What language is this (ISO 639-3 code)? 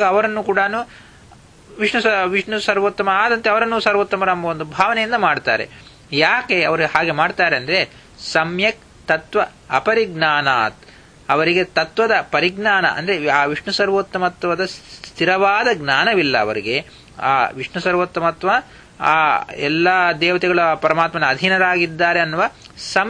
kan